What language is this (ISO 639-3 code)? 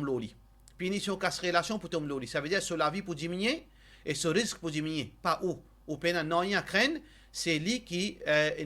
mfe